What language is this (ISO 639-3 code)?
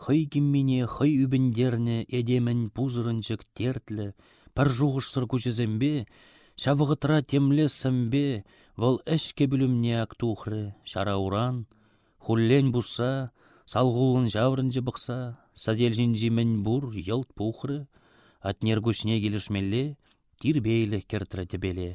chv